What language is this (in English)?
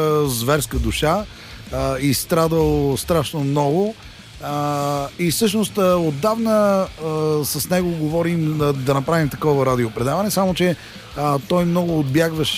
Bulgarian